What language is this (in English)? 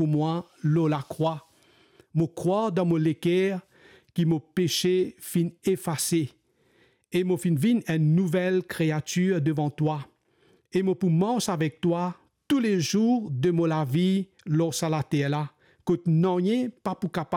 Morisyen